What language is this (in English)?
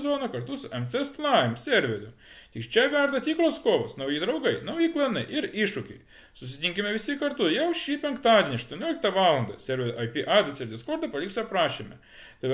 Lithuanian